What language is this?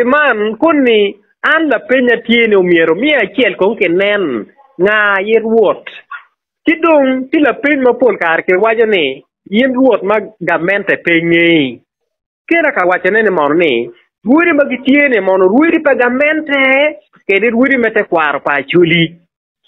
Acoli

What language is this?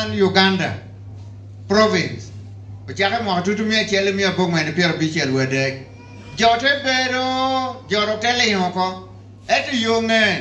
Lango (Uganda)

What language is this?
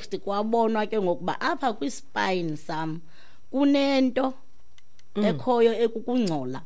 Xhosa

